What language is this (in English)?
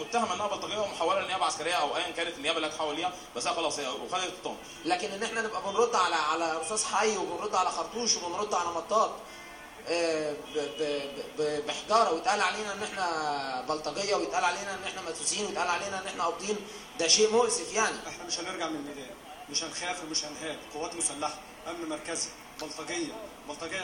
Egyptian Arabic